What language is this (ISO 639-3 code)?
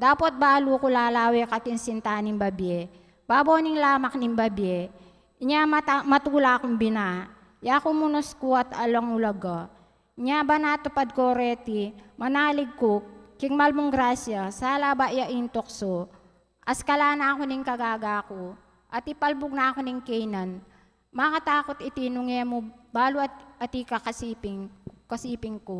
pam